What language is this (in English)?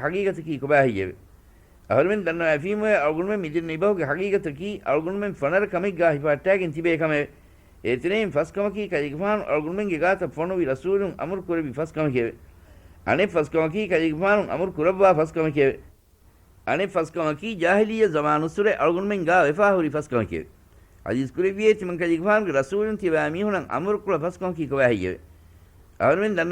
Divehi